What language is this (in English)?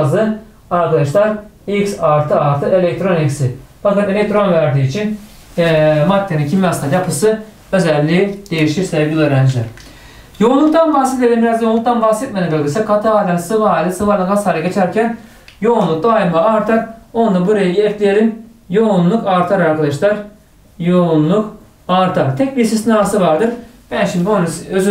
Turkish